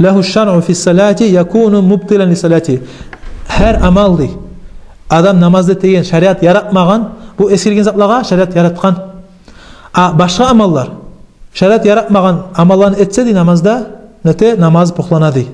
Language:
Kumyk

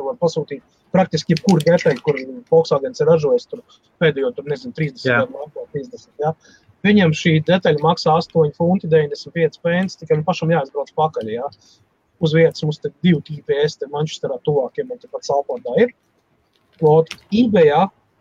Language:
Latvian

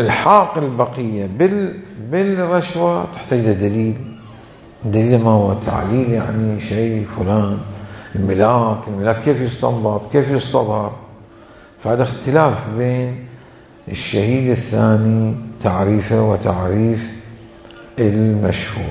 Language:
Mesopotamian Arabic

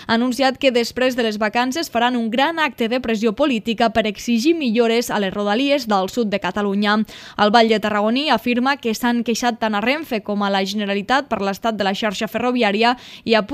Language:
Catalan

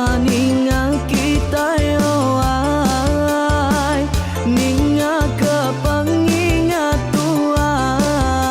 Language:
Iban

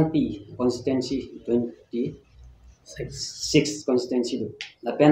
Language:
Karbi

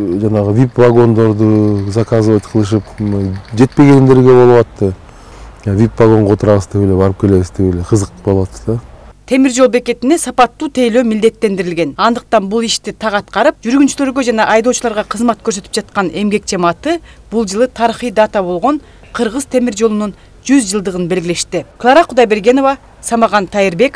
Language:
Kyrgyz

